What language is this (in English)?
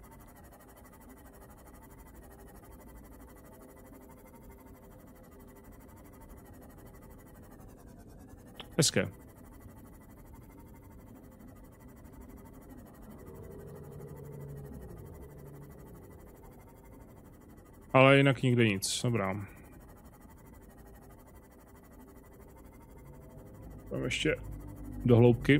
Czech